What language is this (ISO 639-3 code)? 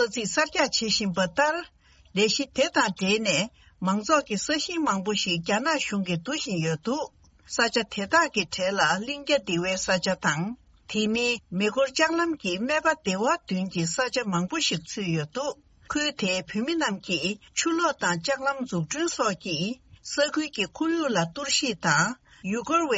bod